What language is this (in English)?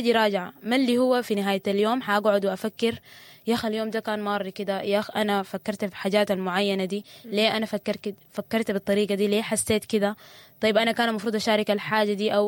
Sudanese Arabic